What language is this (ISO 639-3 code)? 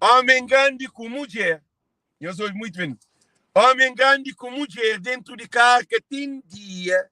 kea